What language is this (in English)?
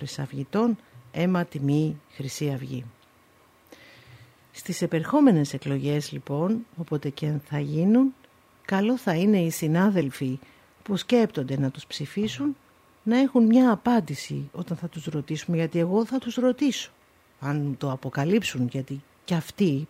Greek